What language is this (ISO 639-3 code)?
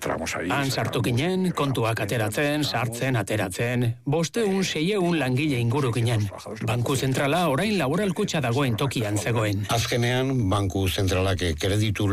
eus